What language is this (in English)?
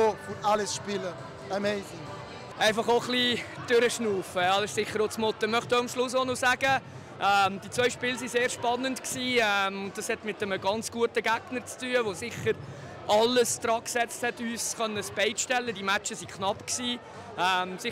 Swiss German